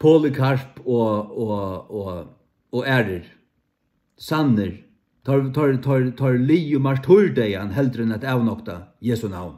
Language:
Faroese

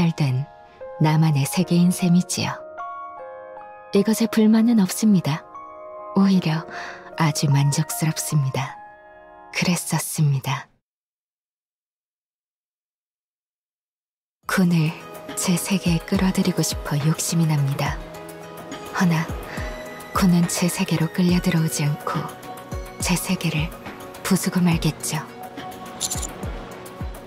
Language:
Korean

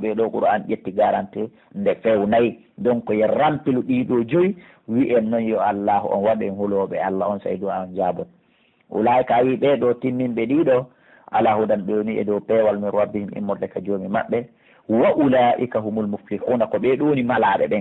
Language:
Pular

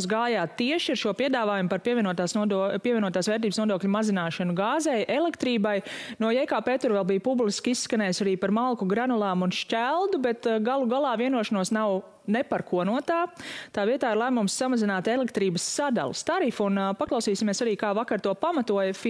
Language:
Latvian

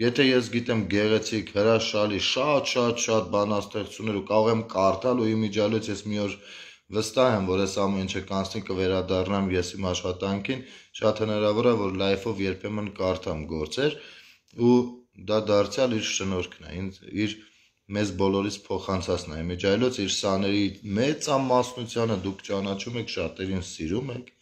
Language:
Armenian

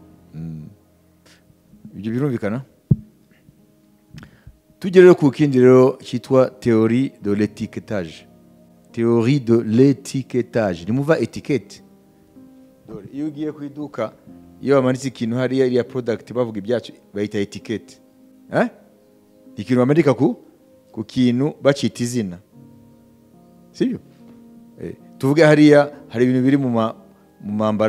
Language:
Kinyarwanda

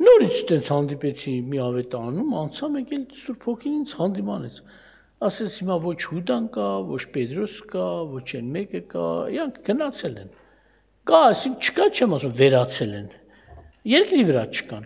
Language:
Armenian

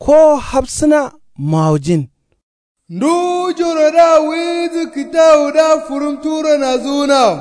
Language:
Kanuri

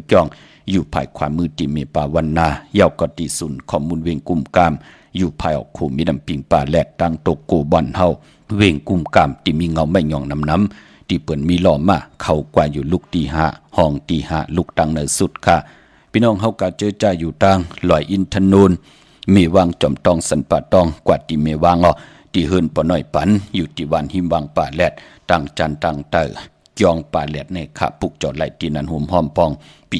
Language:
Shan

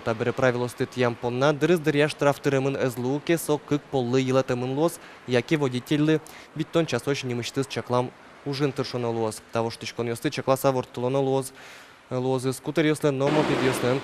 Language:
Udmurt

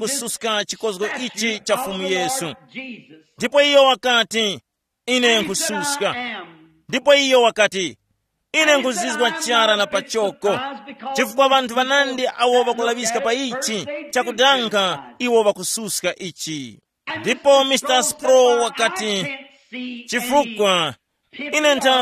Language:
Tumbuka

